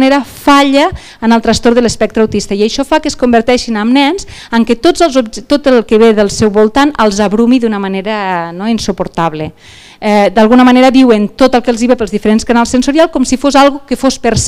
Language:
Catalan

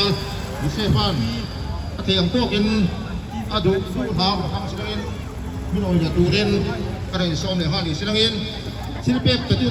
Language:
Hmar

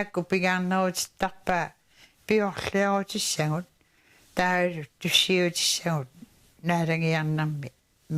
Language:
Kalaallisut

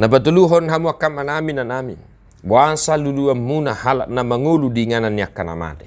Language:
Batak Toba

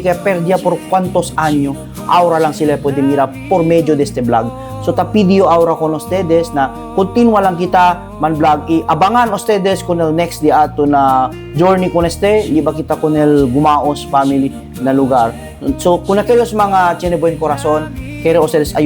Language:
Chavacano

